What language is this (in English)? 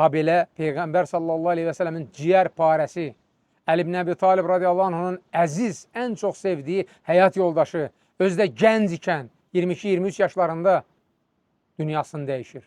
Azerbaijani